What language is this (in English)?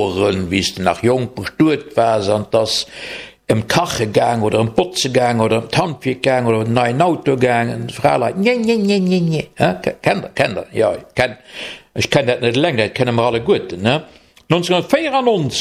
Luxembourgish